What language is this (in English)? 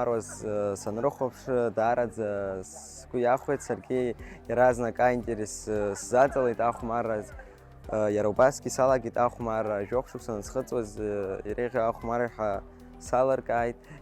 Abkhazian